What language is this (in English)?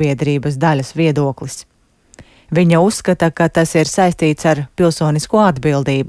Latvian